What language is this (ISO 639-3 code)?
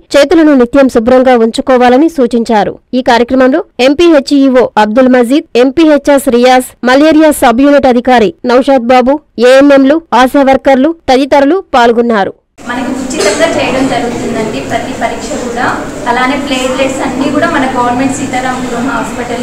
tel